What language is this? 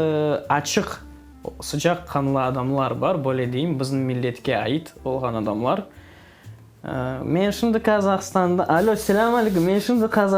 Crimean Tatar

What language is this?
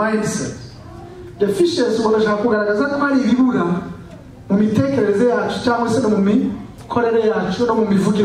Kinyarwanda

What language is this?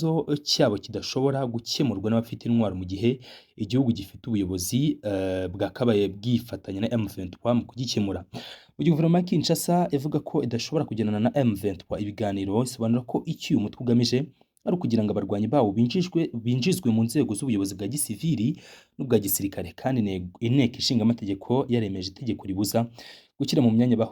Kinyarwanda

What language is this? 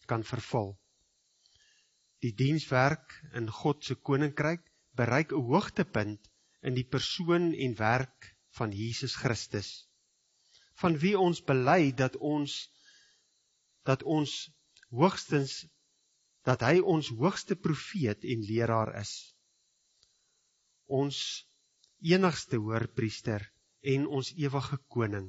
Afrikaans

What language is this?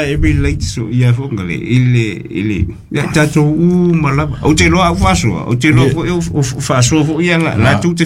Samoan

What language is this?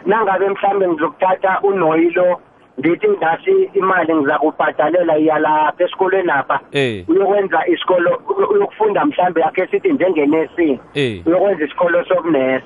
South Ndebele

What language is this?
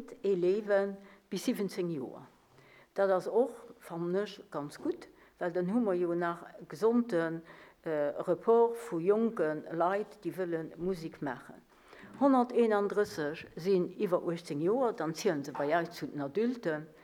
Luxembourgish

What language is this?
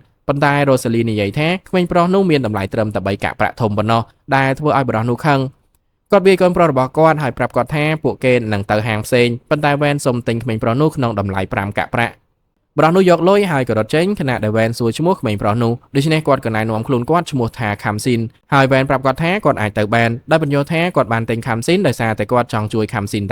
Khmer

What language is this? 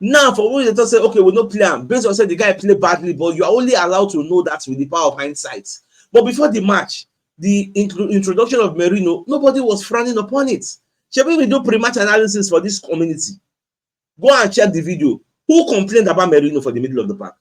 Nigerian Pidgin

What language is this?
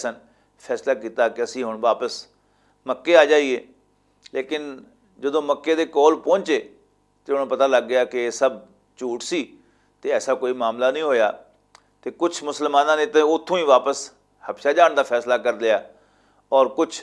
Western Panjabi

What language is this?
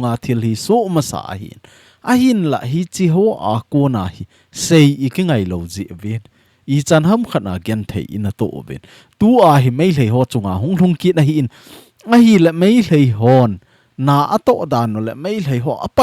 Thado Chin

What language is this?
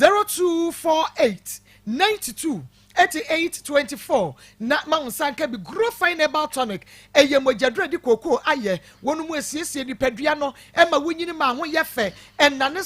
Akan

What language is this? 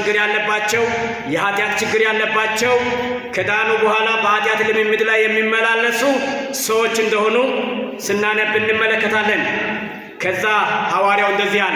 Amharic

